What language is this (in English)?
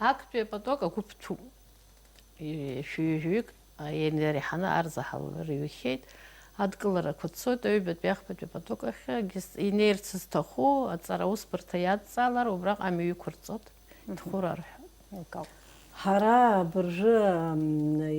Abkhazian